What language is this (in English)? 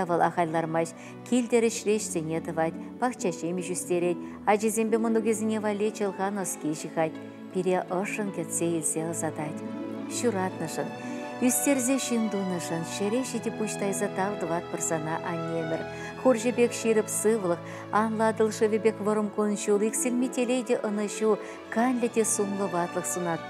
Chuvash